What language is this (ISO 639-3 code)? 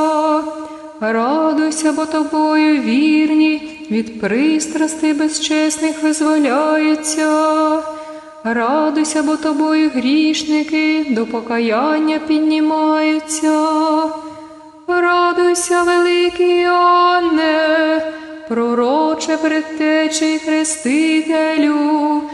ukr